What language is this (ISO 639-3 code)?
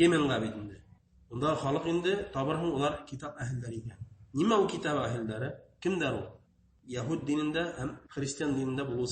bak